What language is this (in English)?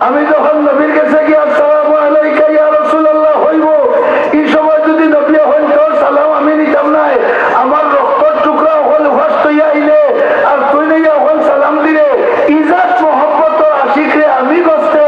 Sylheti